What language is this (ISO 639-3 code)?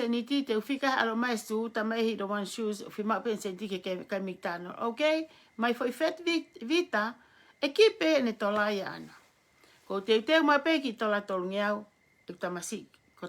ton